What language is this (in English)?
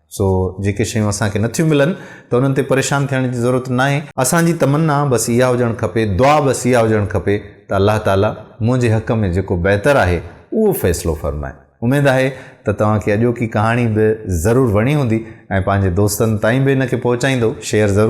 Sindhi